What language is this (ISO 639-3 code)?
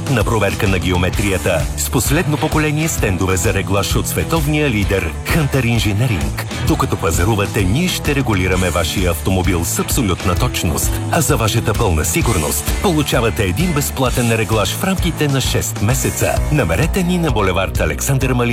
bul